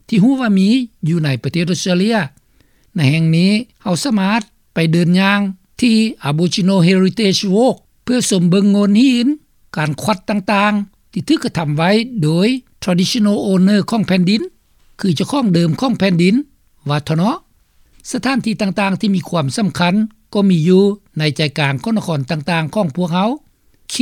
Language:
Lao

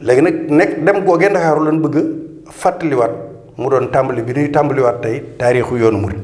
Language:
Wolof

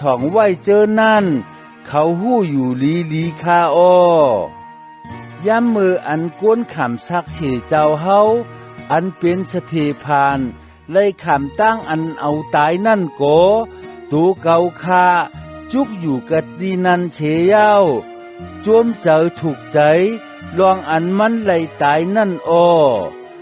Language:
Shan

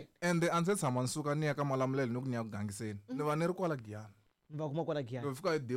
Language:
Tsonga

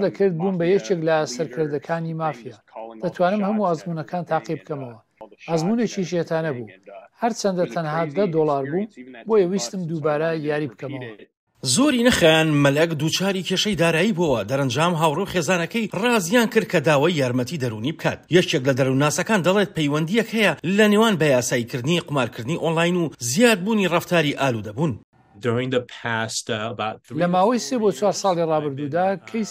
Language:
Central Kurdish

